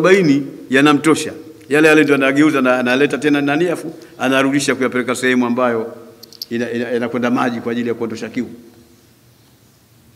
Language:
Swahili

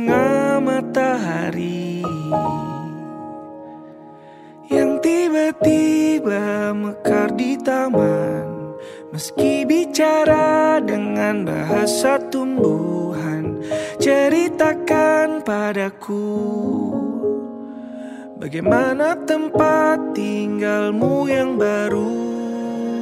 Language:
Indonesian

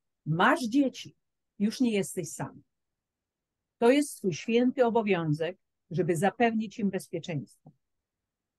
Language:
Polish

